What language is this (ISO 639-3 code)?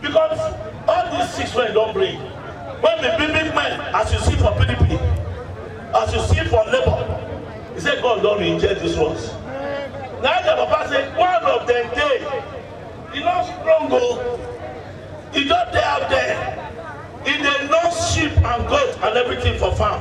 pcm